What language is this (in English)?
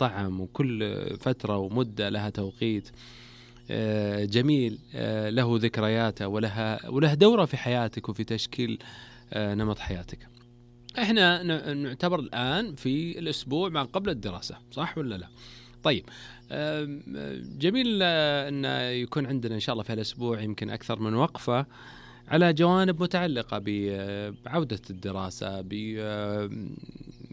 Najdi Arabic